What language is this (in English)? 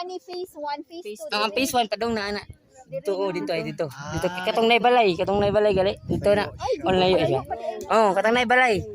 Cebuano